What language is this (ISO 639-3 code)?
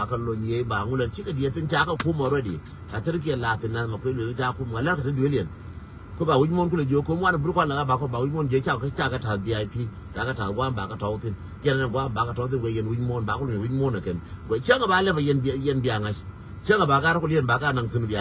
nus